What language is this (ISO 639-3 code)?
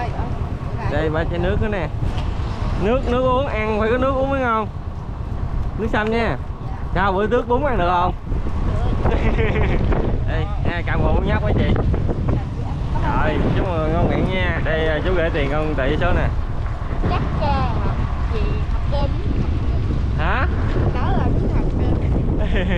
vie